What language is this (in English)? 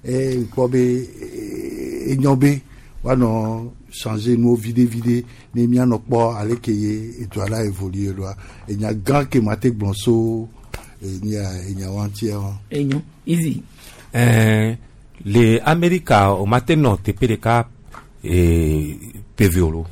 Gen